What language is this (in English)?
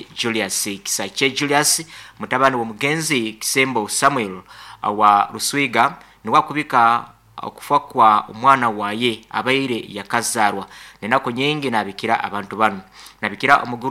Nyoro